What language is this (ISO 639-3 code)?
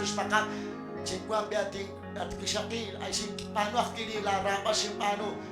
kek